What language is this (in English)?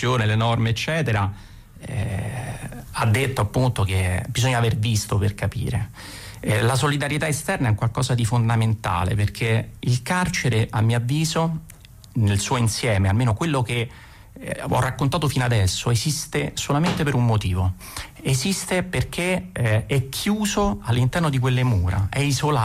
Italian